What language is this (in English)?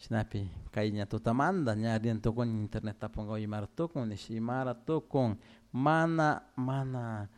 Chimborazo Highland Quichua